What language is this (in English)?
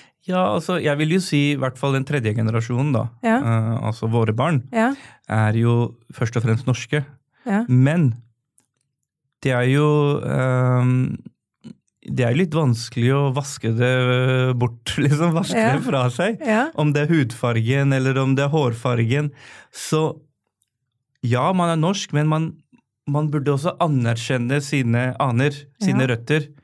Norwegian